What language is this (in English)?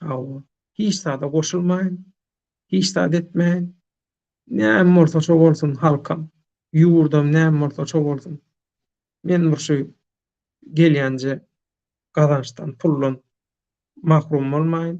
Turkmen